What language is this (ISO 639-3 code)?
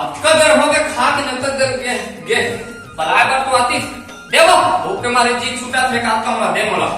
hne